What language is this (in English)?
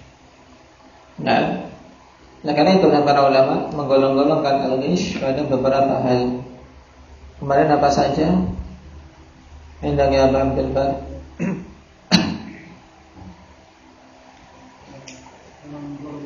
Indonesian